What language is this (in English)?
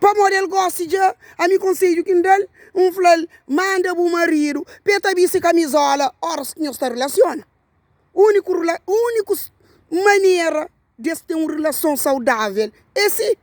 Kabuverdianu